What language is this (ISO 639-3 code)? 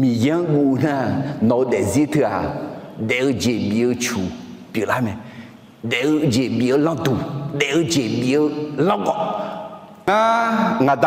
ahk